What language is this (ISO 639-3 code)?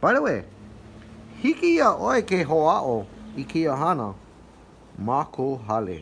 haw